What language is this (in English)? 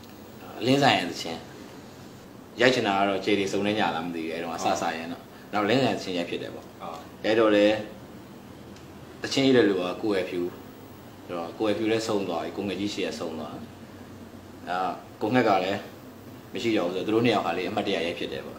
Burmese